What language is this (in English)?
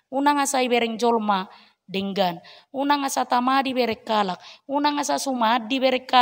Batak Toba